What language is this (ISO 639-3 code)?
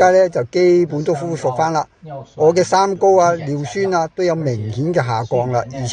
yue